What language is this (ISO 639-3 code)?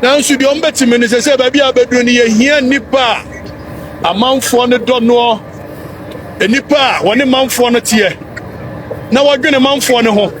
aka